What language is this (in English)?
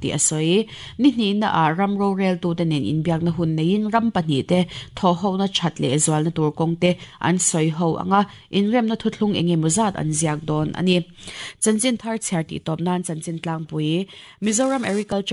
Mizo